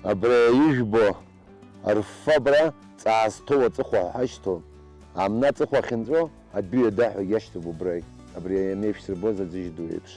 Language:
Abkhazian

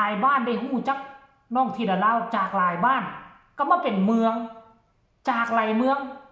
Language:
Northeastern Thai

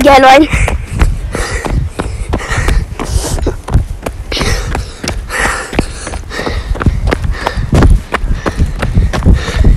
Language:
Norwegian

